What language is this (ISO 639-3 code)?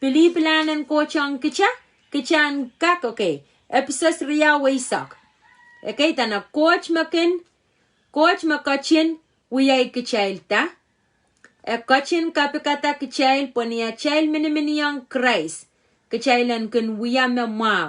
pon